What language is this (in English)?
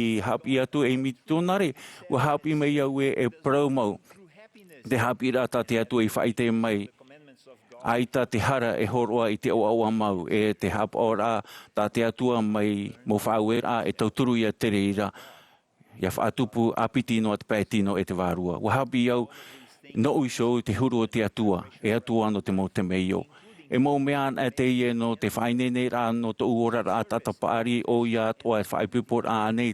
Tahitian